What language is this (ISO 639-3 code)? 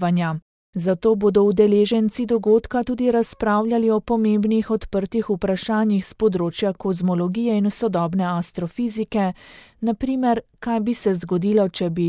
slv